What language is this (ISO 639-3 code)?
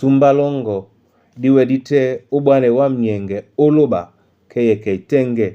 dua